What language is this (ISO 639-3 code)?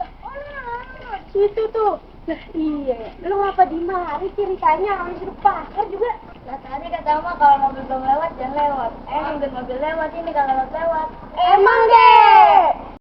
bew